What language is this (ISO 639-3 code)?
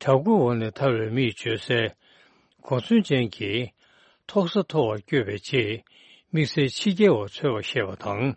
bod